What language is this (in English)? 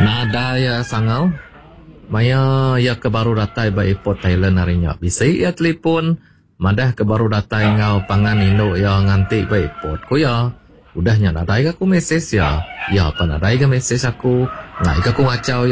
Iban